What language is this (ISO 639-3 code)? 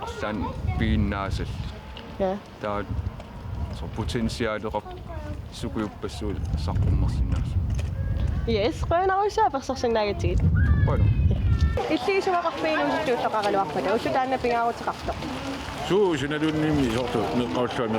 kal